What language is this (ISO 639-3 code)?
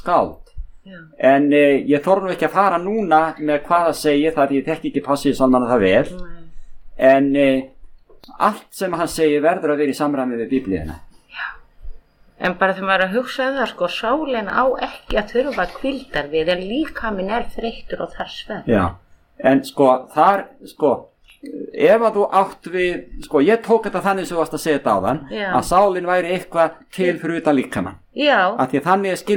isl